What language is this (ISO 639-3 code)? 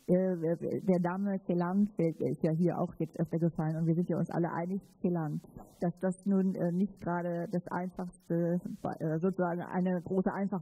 deu